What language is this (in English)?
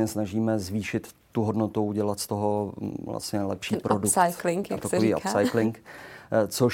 Czech